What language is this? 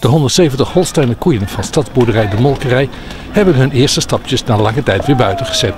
Western Frisian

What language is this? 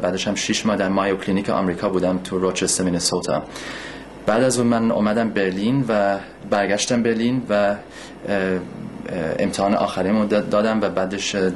Persian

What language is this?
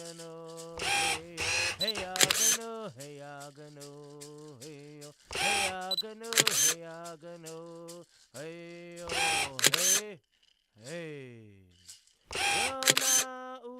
Cherokee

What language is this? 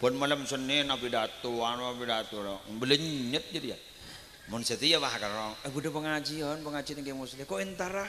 Madurese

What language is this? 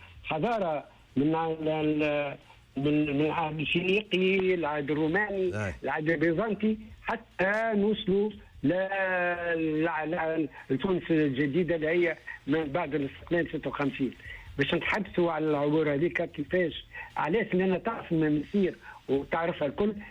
Tunisian Arabic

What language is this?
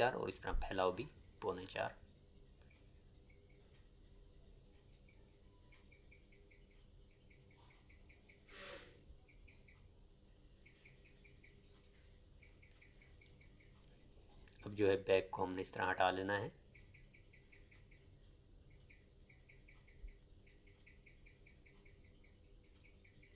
Hindi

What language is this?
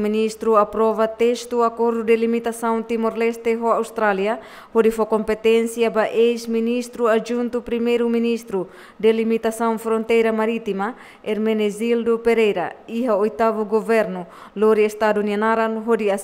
Tetum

